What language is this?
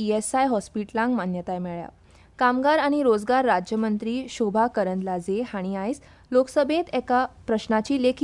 Konkani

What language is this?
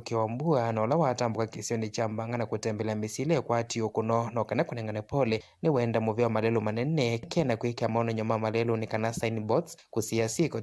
Kamba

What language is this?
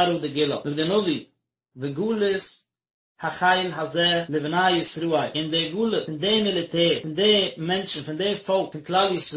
Yiddish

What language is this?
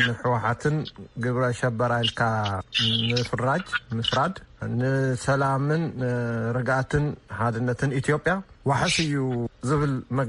Tigrinya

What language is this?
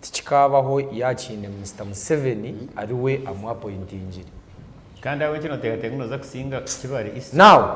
Nyankole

